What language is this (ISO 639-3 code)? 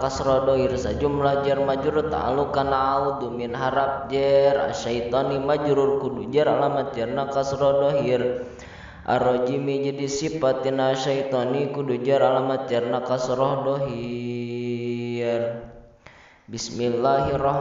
sun